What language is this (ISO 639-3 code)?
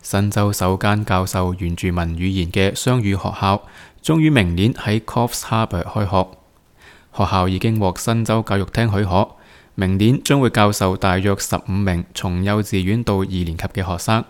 yue